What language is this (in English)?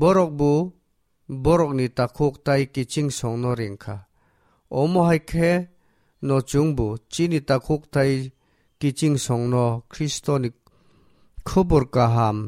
Kok Borok